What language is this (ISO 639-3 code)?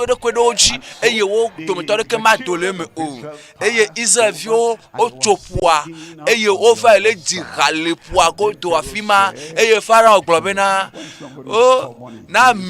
ewe